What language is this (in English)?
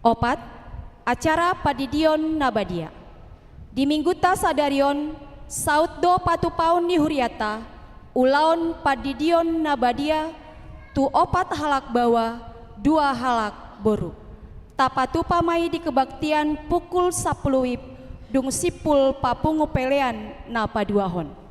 Batak Toba